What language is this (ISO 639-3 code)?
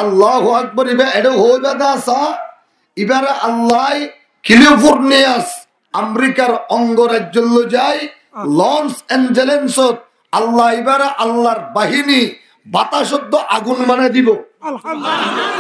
rhg